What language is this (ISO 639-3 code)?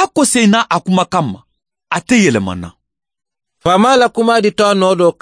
bam